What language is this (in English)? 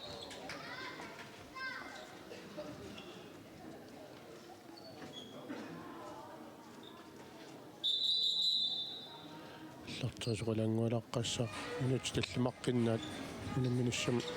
Kalaallisut